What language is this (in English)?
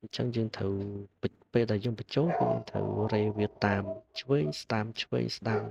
Khmer